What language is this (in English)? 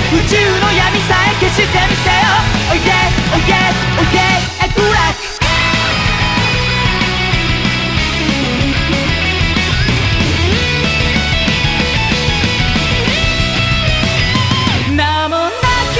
Japanese